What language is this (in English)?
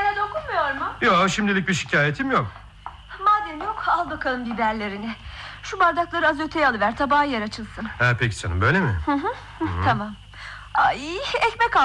Turkish